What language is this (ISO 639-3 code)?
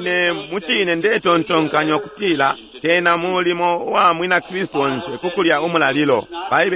bem